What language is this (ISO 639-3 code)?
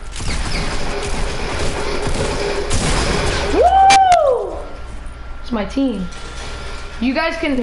eng